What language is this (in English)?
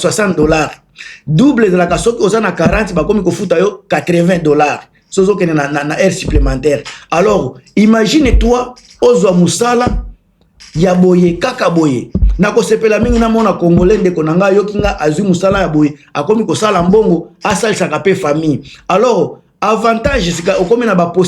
Lingala